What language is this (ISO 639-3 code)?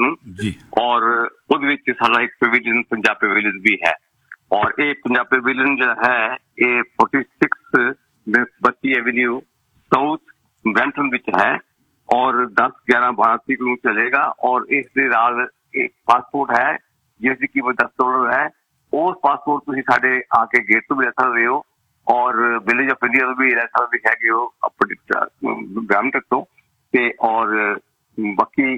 pan